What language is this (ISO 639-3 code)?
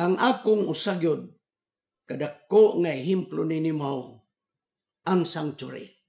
ceb